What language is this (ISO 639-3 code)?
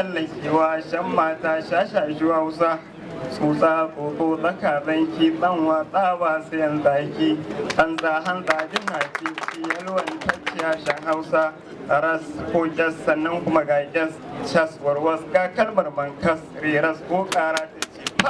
hau